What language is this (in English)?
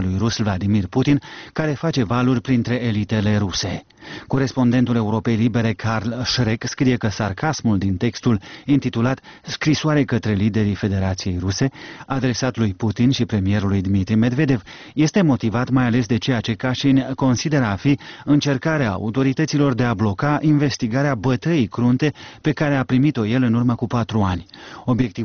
Romanian